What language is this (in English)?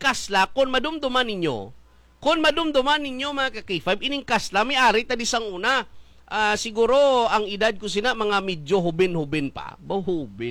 Hiligaynon